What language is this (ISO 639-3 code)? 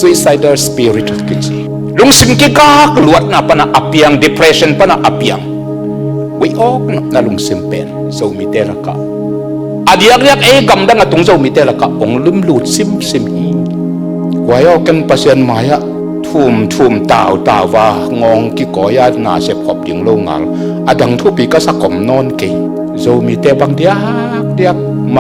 ctd